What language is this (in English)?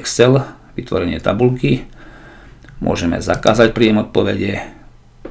Slovak